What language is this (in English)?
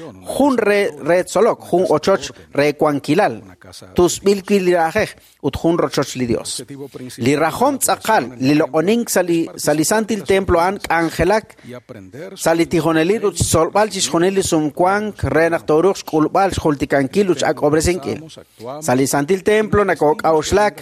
Kekchí